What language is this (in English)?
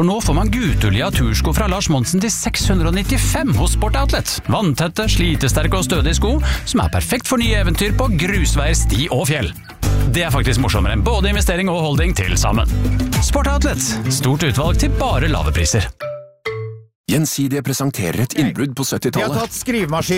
Norwegian